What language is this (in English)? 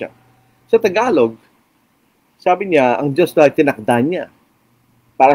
Filipino